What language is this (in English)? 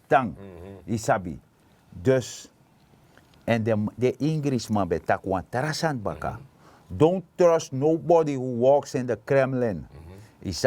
Sranan Tongo